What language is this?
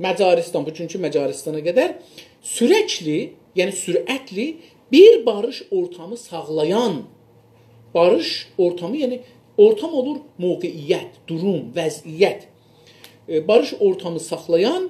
South Azerbaijani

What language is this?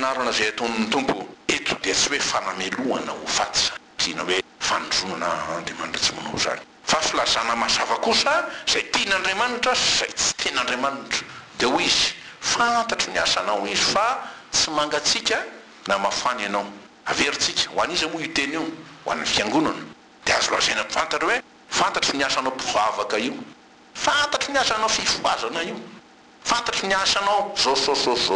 Malagasy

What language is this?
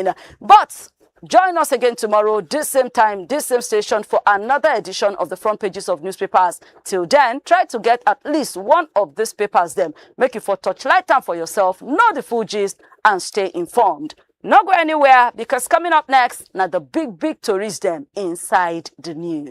Nigerian Pidgin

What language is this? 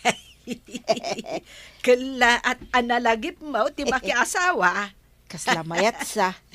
Iloko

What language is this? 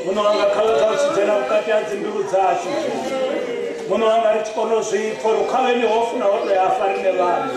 Venda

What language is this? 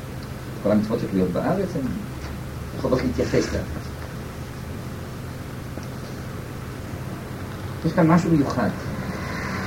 Hebrew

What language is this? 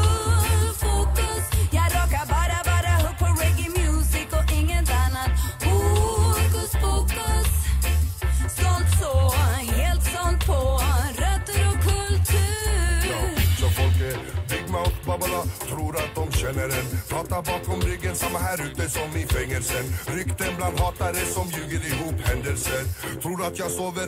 Swedish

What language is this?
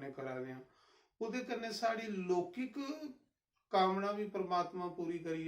Dogri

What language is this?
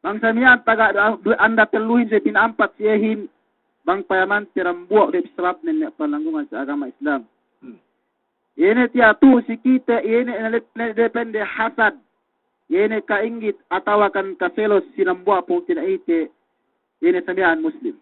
Yakan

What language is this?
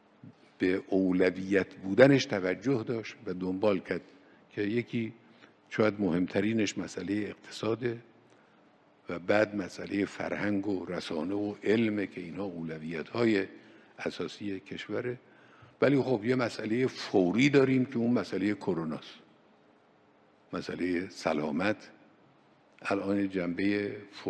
Persian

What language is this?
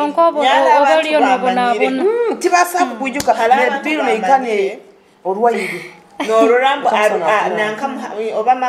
Nyoro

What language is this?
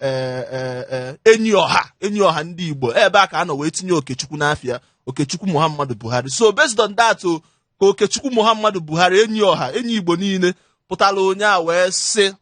Igbo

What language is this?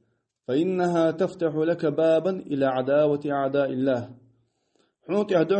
Ingush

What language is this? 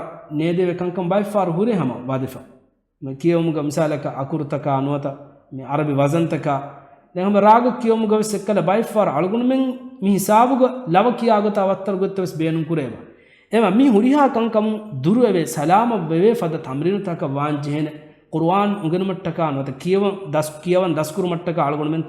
Divehi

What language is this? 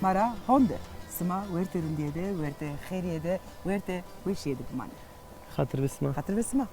Zaza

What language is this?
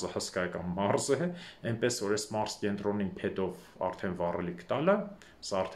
Armenian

